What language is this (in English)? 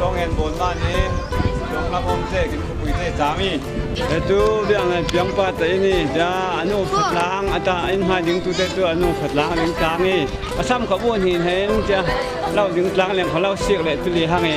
Falam Chin